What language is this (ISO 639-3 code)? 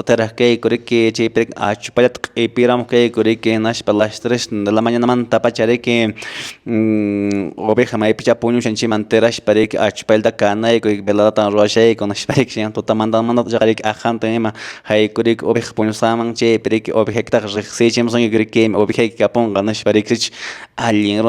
que